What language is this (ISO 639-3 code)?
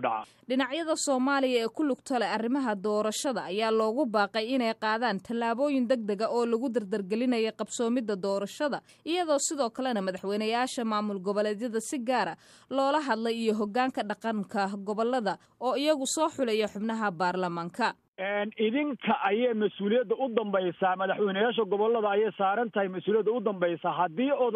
som